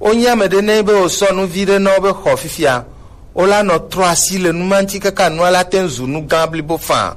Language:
Gen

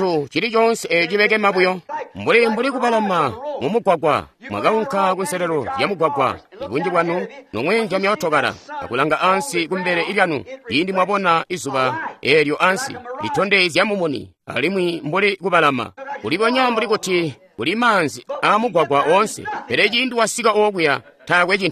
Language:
Tonga (Zambia)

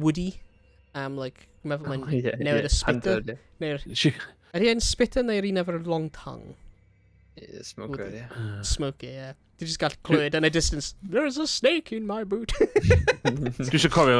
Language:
Welsh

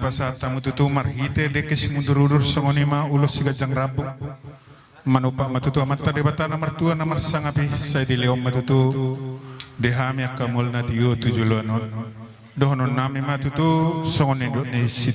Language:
Batak Toba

